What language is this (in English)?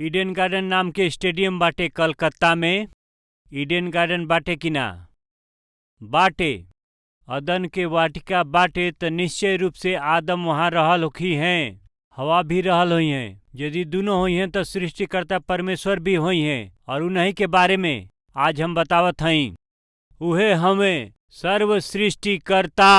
Bhojpuri